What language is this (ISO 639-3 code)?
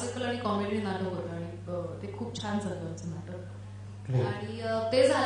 mar